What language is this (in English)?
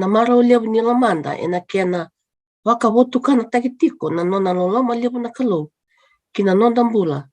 Fijian